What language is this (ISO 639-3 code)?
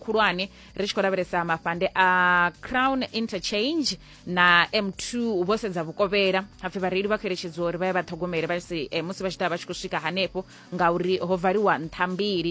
ven